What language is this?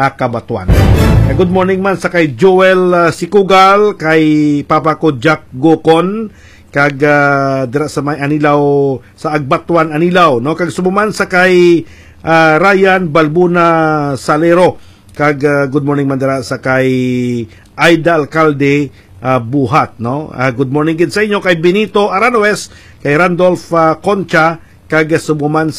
Hiligaynon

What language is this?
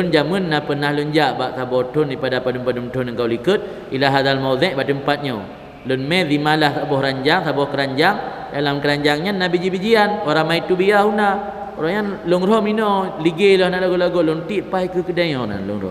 Achinese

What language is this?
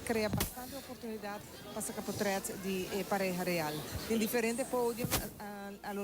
Papiamento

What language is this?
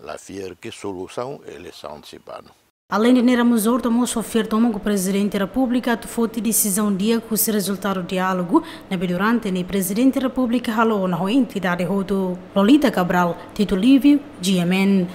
Tetum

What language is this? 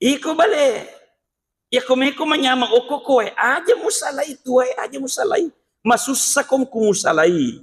Buginese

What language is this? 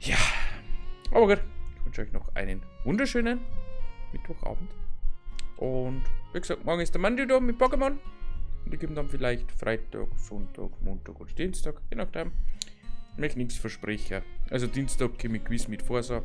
Bavarian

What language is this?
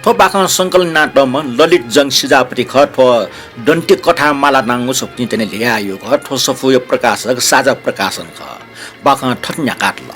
Newari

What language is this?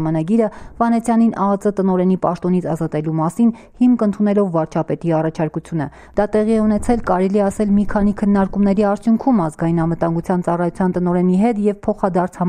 Armenian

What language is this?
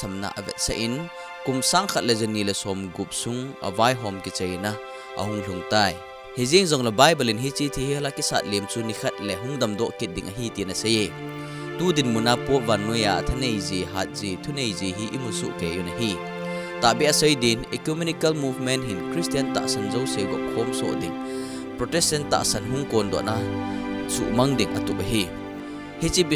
Thado Chin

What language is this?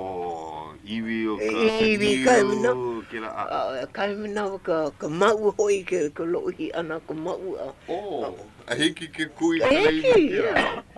Hawaiian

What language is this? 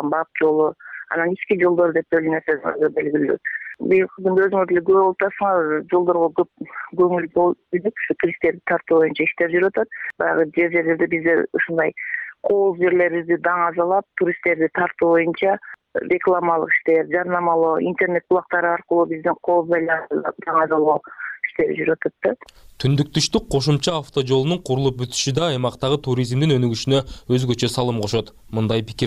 Kyrgyz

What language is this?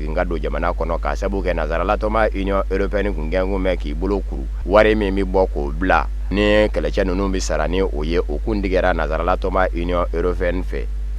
Bambara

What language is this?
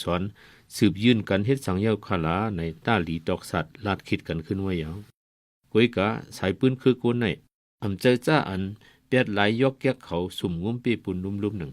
Shan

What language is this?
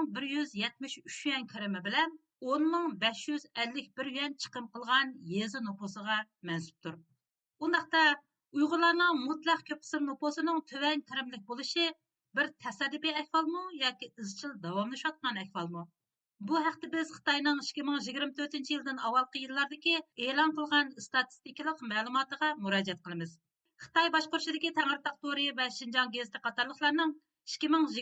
Uyghur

